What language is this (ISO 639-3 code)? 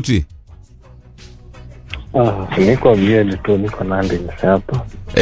swa